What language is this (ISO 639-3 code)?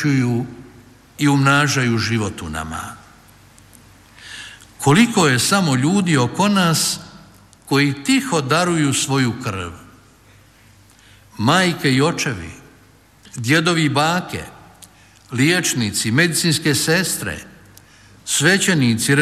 hrv